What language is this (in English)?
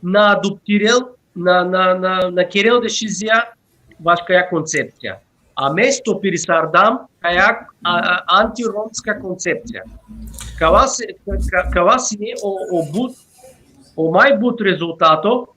Balkan Romani